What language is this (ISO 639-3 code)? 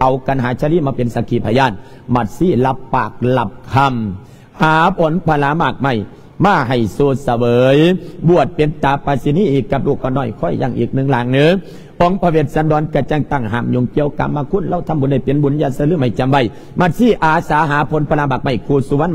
lao